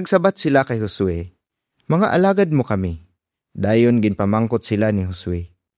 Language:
Hiligaynon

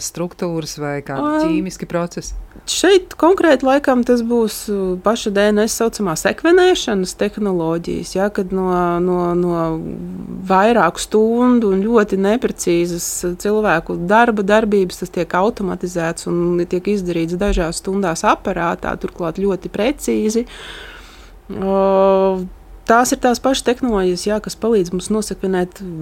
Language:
Latvian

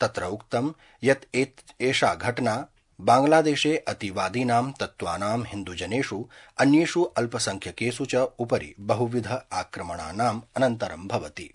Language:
Sanskrit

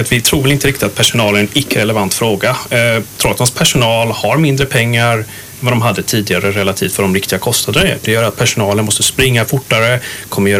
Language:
Swedish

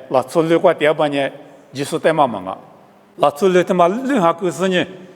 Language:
Lisu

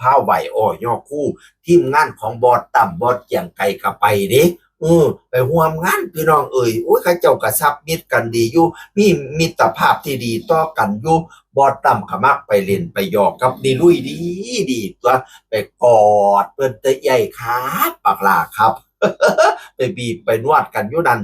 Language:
Northeastern Thai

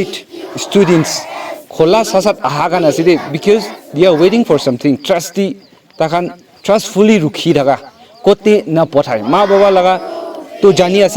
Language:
Naga Pidgin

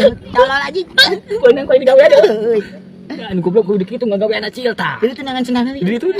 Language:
Sundanese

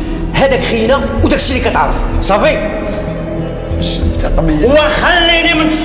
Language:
Moroccan Arabic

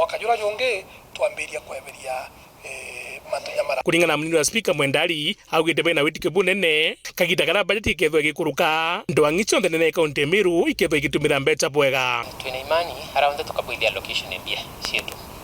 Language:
Meru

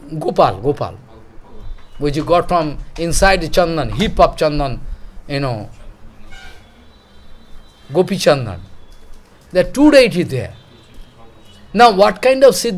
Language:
English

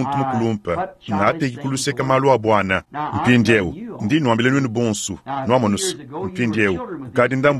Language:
Luba-Lulua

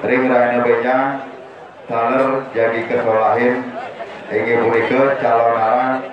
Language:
Balinese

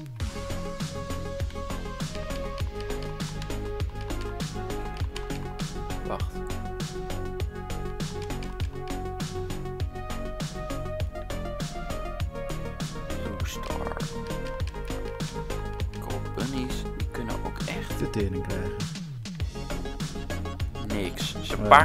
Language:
Dutch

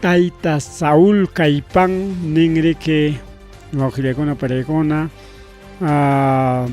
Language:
Ayacucho Quechua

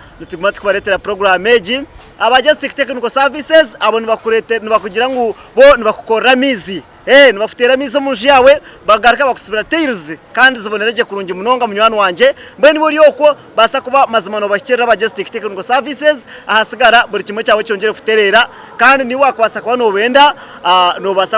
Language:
Nyankole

